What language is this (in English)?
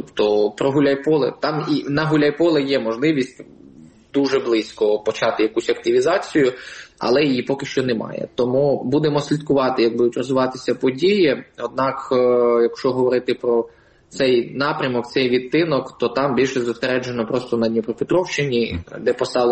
Ukrainian